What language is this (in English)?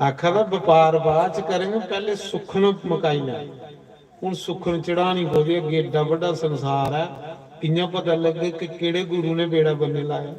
Dogri